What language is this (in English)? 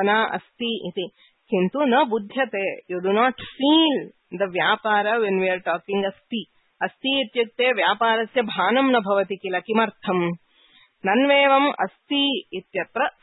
Sanskrit